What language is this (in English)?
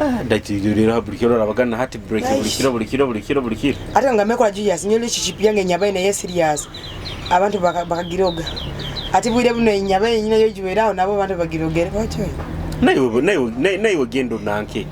Nyoro